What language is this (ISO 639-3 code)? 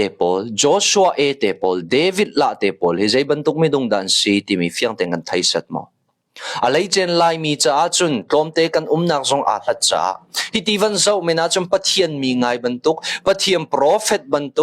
cnh